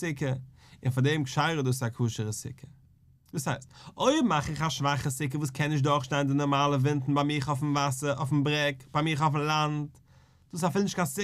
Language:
Yiddish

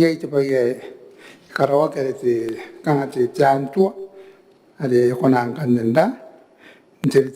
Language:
Gilbertese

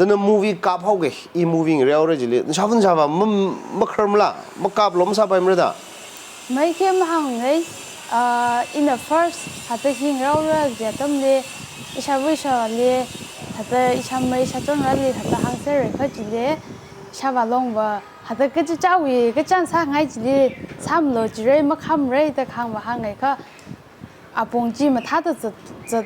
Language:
Tangkhul Naga (India)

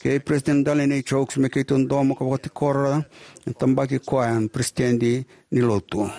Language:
Fijian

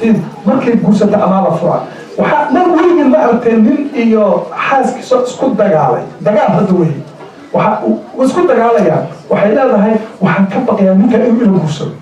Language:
Somali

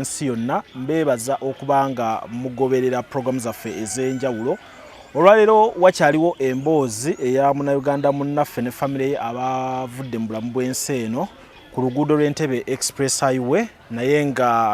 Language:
Ganda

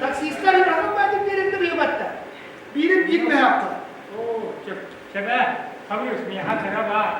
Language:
Yakut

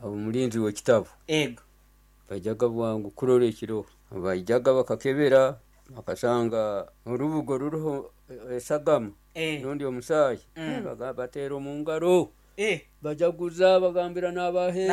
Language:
Nyoro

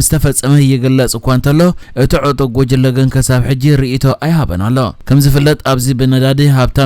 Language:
Tigrinya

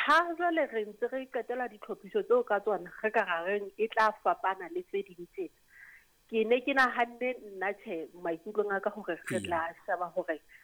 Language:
Southern Sotho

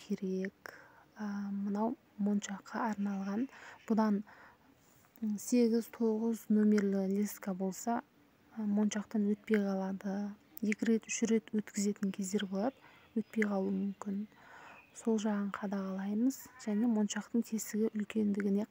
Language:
Kazakh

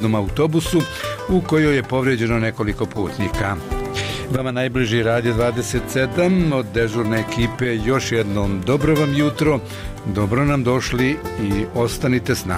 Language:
Bosnian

